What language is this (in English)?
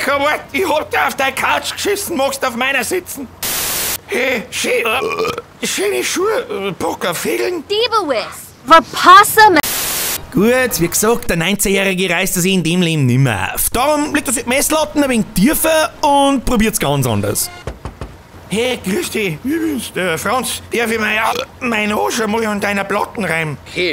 Bavarian